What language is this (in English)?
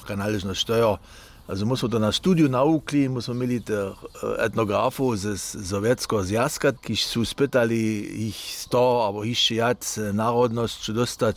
Upper Sorbian